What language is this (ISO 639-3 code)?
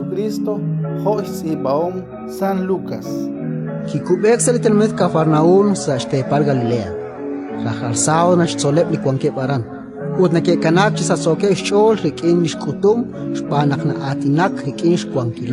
kek